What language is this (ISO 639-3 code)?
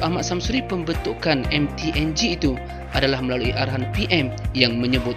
msa